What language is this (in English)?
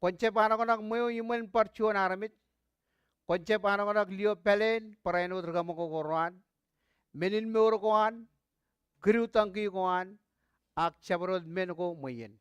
Marshallese